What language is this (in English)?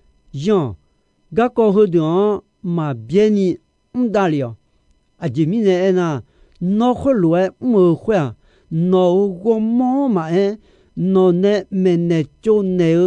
Akha